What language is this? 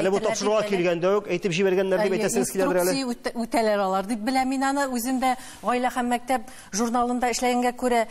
Tatar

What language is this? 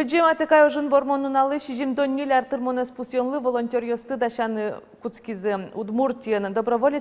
Udmurt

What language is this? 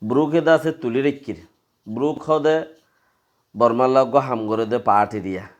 Rohingya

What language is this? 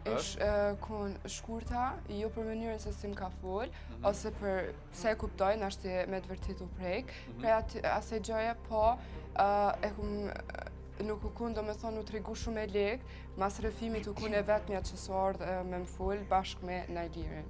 Albanian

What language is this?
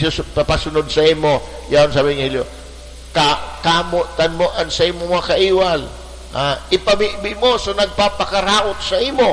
Bikol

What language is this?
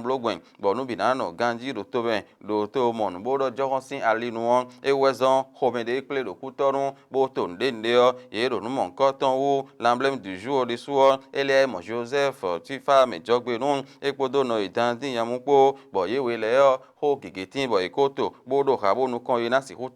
Fon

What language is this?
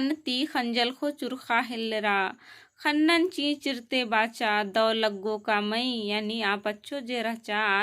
Kurukh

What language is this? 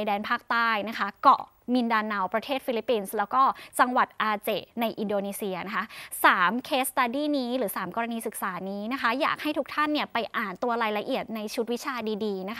Thai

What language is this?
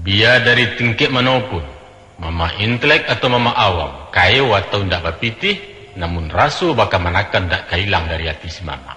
Minangkabau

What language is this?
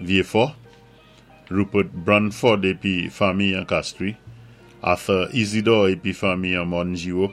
Saint Lucian Creole French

